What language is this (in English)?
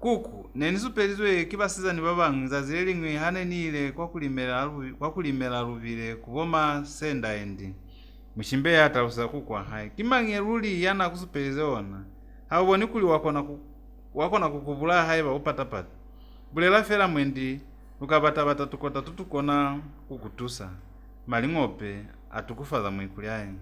Lozi